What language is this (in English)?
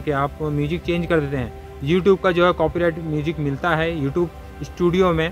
Hindi